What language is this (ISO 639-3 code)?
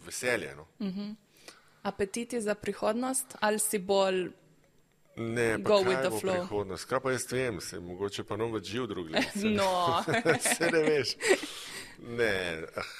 slv